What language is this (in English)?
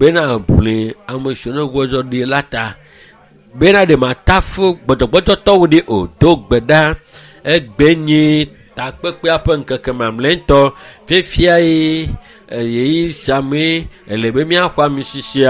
Ewe